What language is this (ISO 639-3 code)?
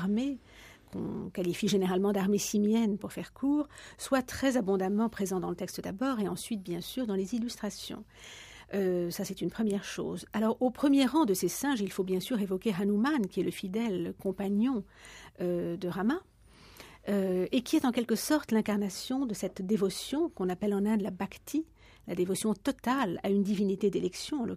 fra